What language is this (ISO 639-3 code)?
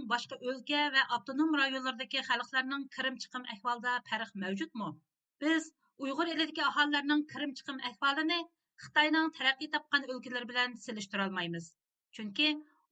uig